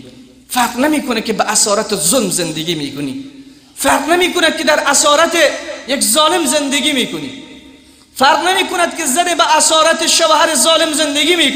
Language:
Persian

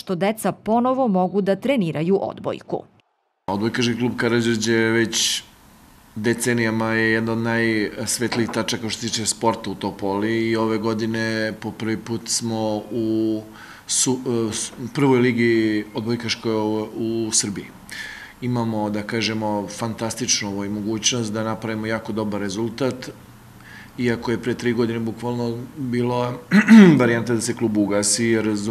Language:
Serbian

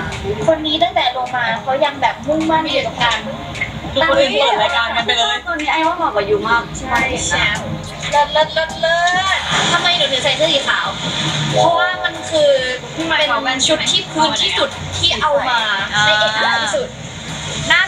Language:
Thai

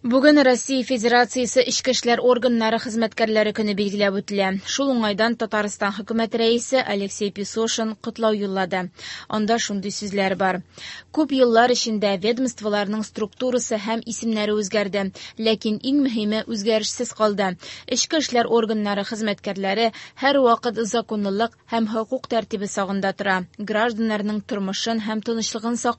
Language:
Tatar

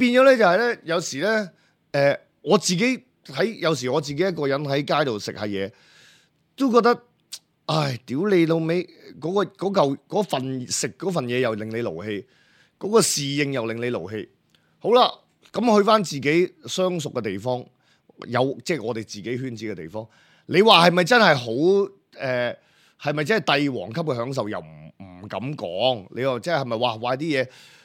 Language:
Cantonese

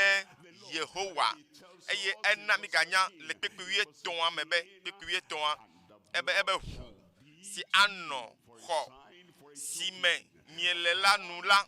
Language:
Ewe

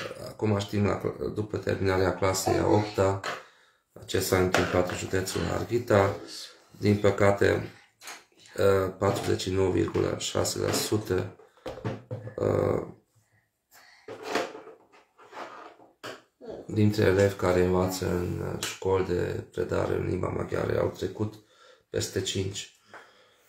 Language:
Romanian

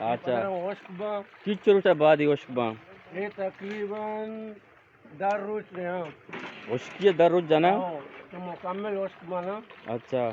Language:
Eastern Balochi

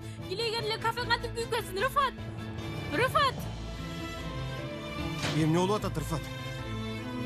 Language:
Kyrgyz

